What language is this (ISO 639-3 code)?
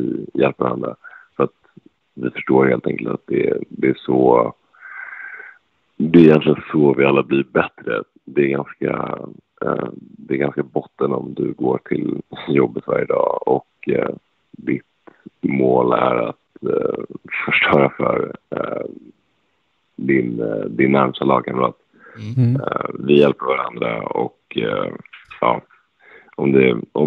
swe